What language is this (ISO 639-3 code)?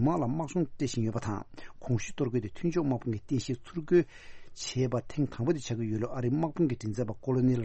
bod